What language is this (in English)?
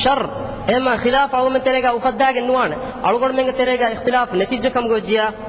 Divehi